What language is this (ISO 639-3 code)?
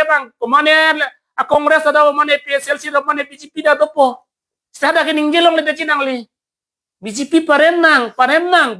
mjw